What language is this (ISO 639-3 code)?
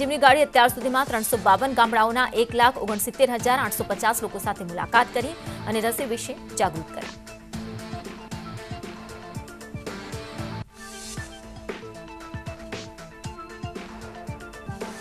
guj